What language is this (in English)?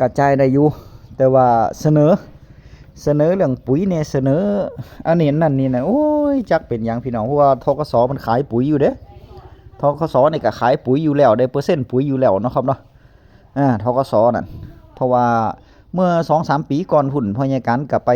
Northeastern Thai